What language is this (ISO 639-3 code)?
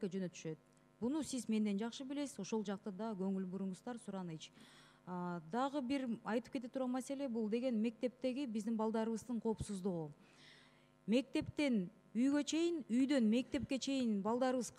kir